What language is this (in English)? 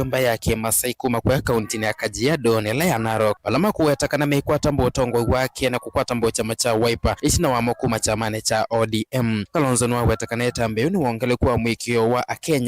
Kamba